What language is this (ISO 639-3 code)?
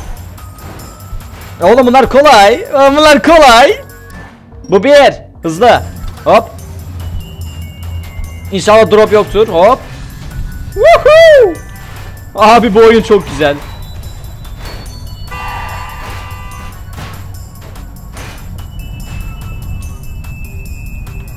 tur